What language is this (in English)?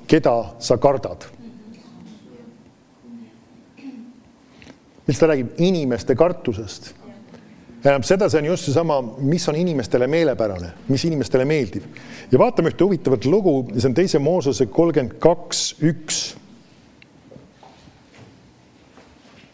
Estonian